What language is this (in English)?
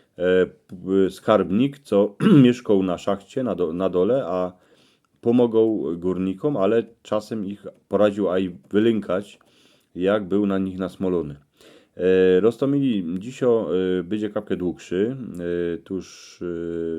Silesian